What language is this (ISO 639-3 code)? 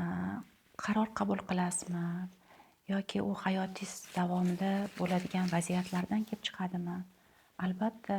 uzb